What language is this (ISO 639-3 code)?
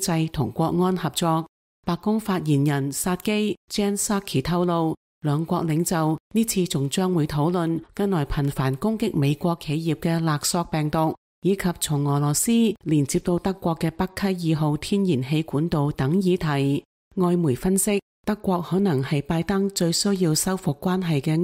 yue